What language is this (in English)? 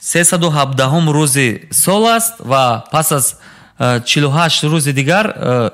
Tajik